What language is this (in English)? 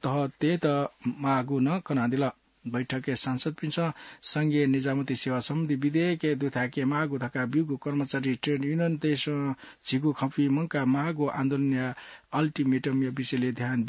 Newari